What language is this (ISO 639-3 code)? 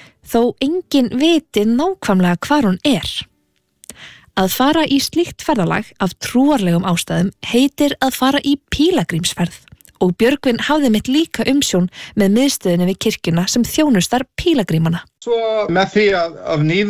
isl